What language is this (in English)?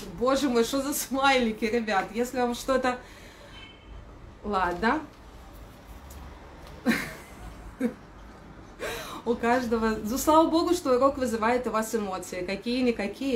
Russian